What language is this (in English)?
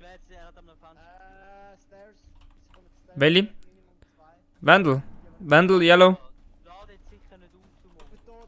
Swiss German